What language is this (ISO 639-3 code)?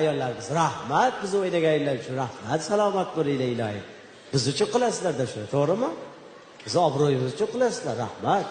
uzb